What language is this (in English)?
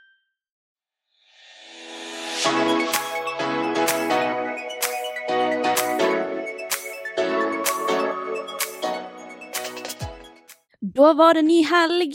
Norwegian